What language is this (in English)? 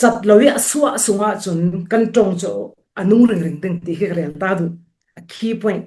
Falam Chin